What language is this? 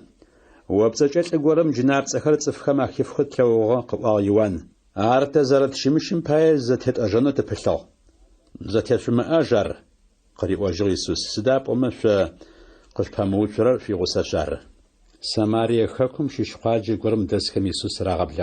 Adyghe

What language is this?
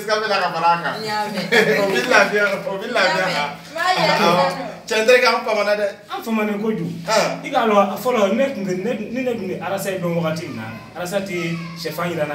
Bambara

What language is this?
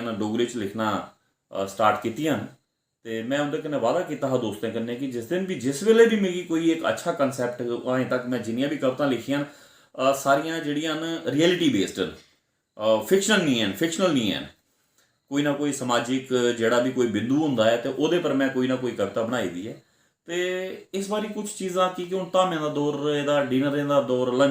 Dogri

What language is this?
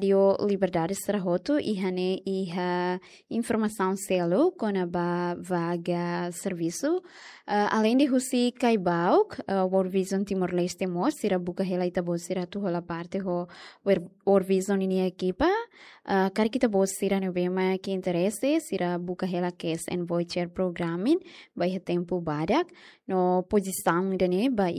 Tetum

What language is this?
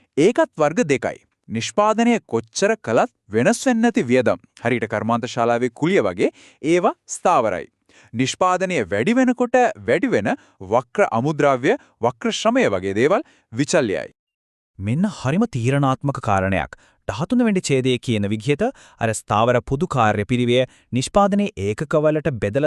Sinhala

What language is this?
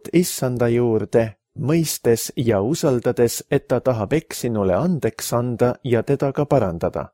Estonian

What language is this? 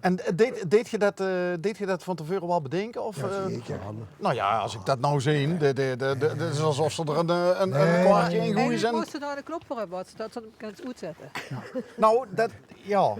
Limburgish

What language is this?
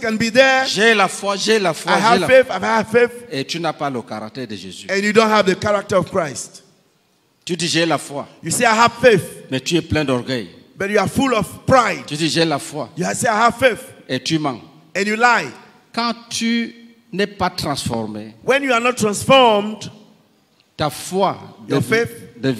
French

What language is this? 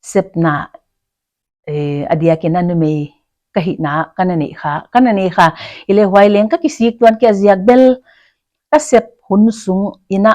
Paite Chin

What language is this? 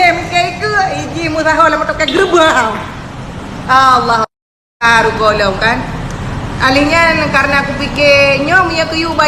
Achinese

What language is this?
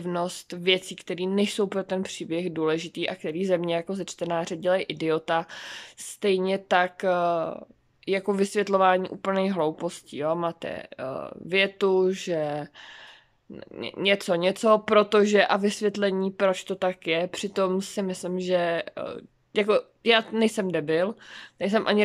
Czech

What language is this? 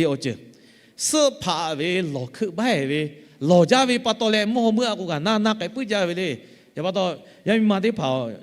Lahu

